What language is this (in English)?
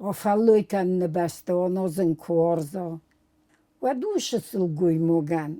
Ossetic